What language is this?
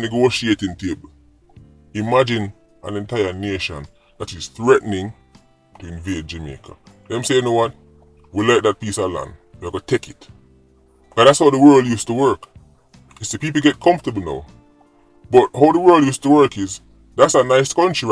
Jamaican Creole English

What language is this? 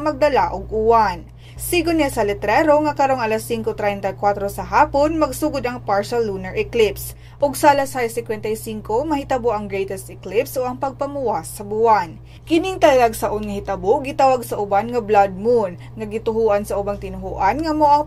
Cebuano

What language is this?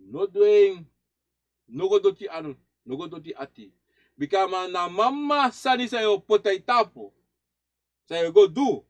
Sranan Tongo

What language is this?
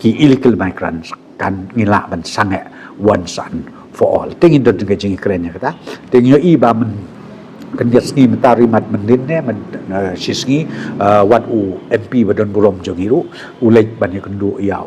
Khasi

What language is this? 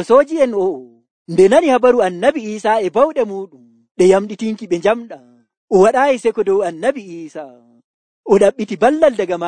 Nigerian Fulfulde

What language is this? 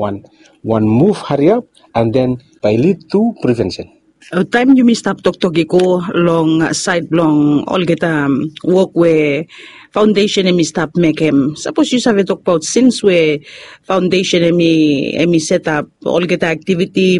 Bislama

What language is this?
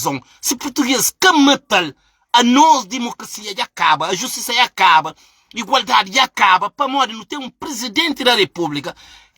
Kabuverdianu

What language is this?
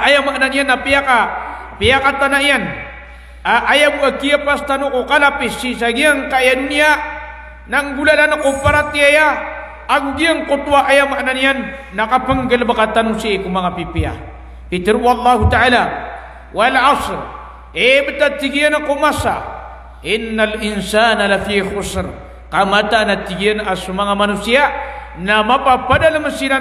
Maranao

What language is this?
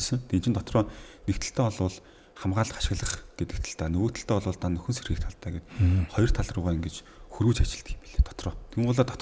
Mongolian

